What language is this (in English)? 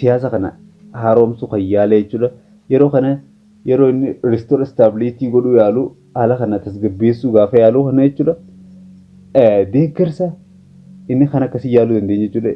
Oromo